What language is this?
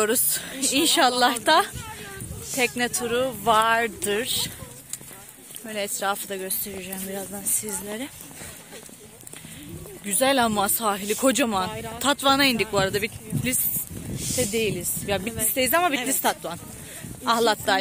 Turkish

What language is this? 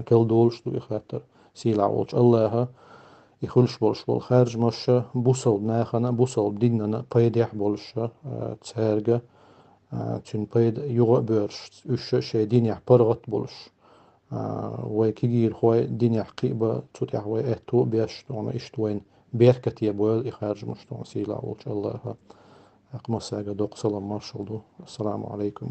Chechen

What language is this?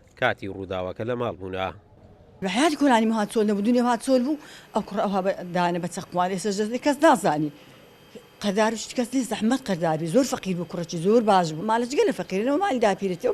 Central Kurdish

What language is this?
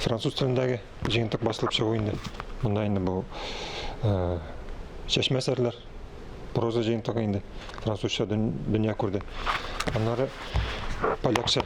Tatar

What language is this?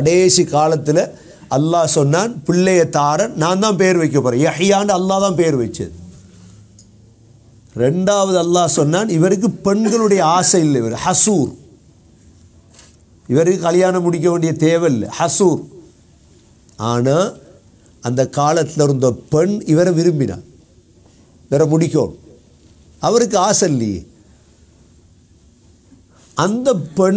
Tamil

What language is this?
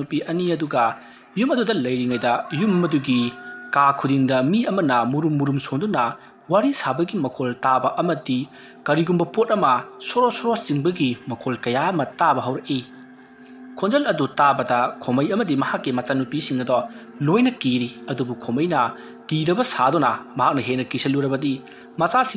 Manipuri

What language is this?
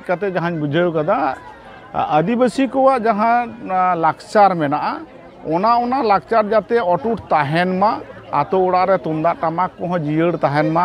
Santali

